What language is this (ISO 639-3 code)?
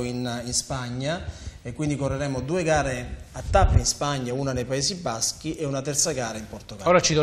ita